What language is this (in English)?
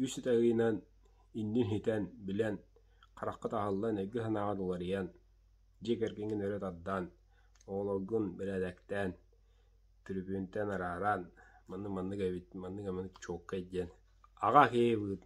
Yakut